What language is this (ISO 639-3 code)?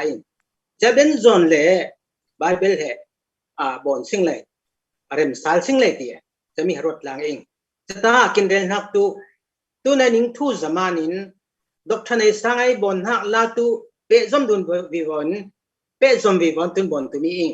cfm